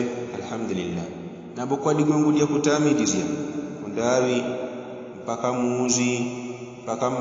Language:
Yao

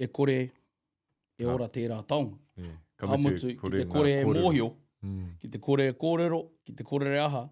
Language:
Māori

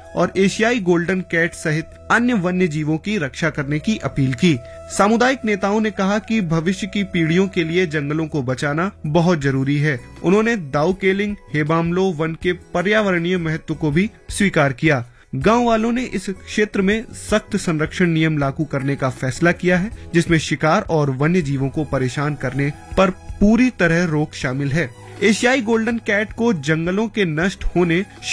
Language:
Hindi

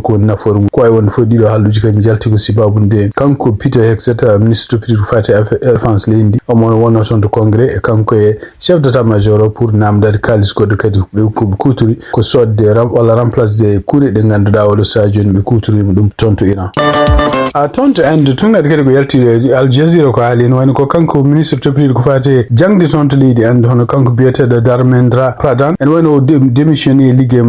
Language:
Fula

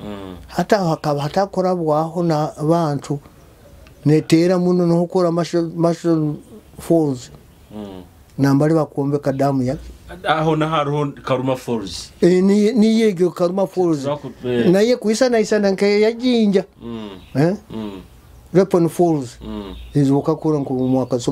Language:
Nyoro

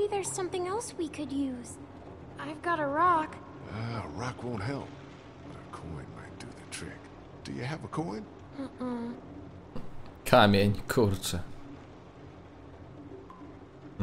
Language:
Polish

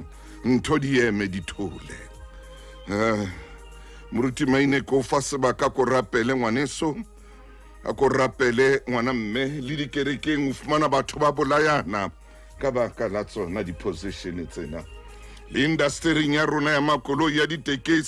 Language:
Southern Sotho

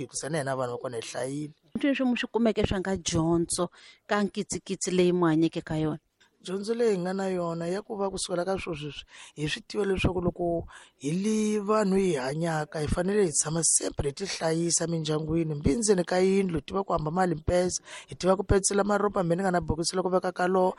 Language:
Tsonga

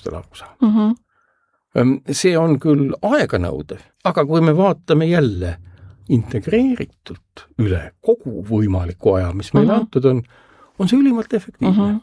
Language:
Estonian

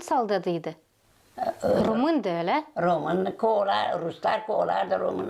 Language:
Gagauz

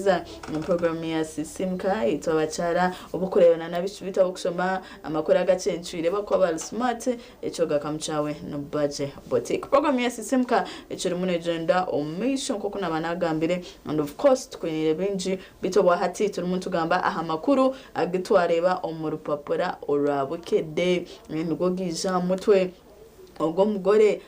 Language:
Nyankole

